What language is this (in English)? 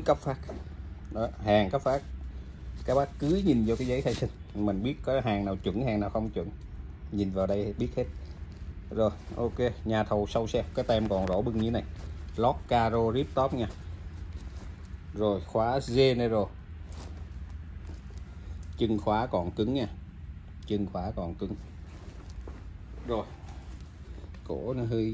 Vietnamese